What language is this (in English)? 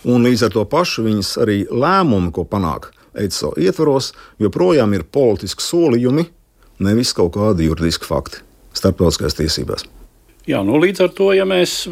Latvian